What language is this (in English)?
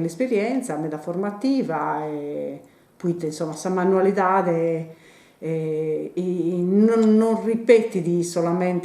Sardinian